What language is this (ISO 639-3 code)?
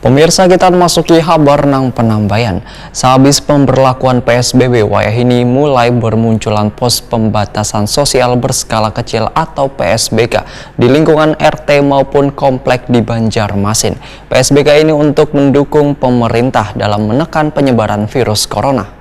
bjn